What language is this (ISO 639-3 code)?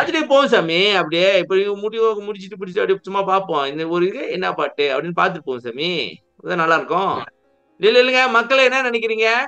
tam